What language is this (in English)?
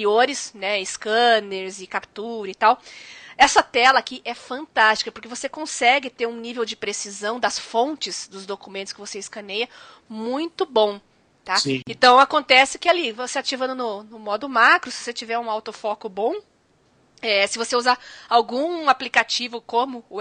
Portuguese